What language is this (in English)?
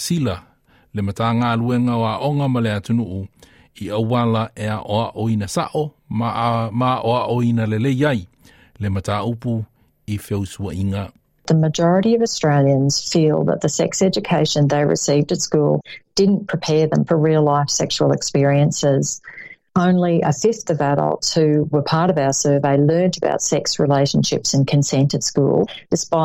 Samoan